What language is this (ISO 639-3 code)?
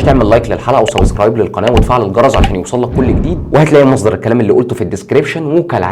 arz